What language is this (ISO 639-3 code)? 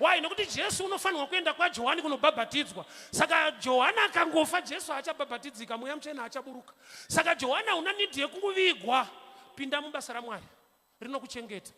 sna